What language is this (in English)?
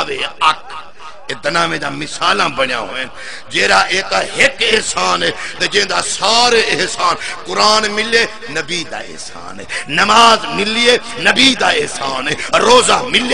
Saraiki